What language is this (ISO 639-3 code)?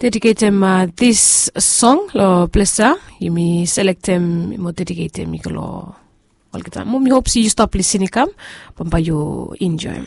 bis